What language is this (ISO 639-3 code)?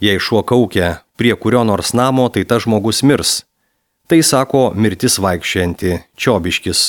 lit